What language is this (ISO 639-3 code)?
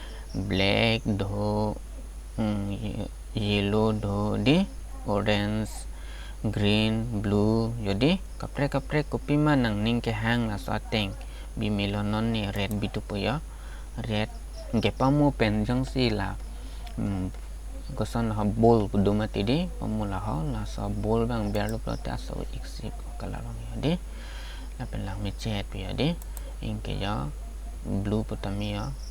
mjw